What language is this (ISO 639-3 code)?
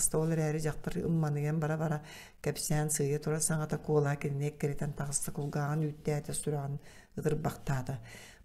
sah